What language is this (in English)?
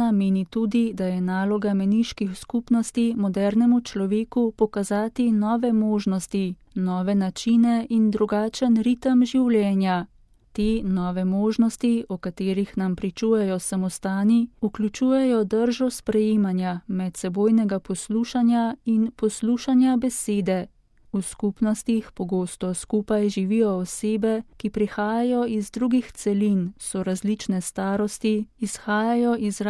Slovenian